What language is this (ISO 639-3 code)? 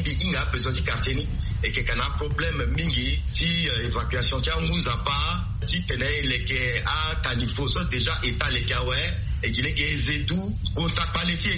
sag